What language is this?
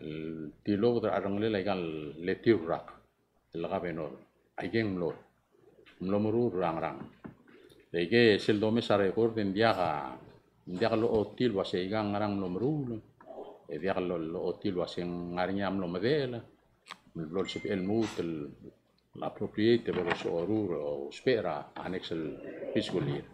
Palauan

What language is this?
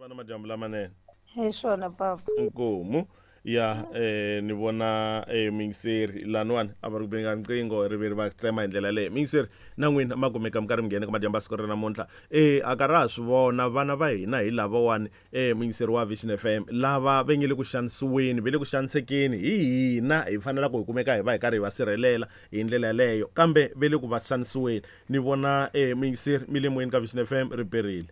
Tsonga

